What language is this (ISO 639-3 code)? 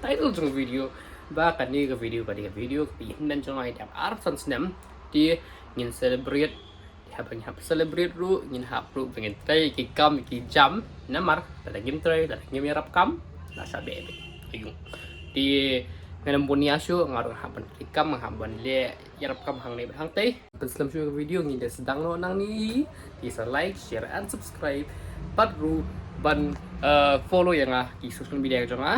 kha